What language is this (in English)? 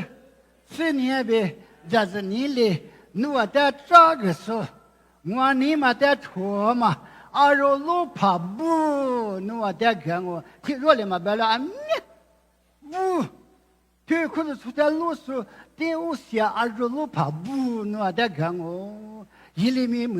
Lisu